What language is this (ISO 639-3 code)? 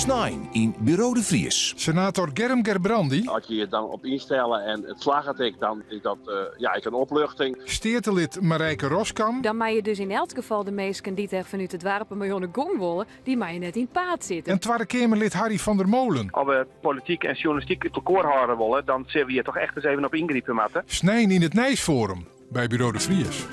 fry